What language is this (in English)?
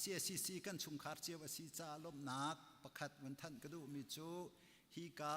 Hakha Chin